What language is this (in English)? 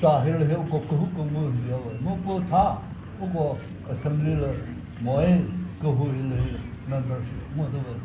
Chokri Naga